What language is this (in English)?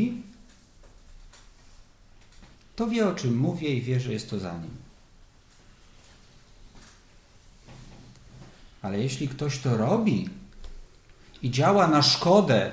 Polish